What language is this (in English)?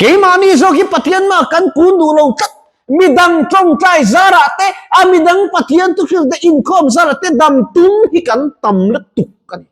Mizo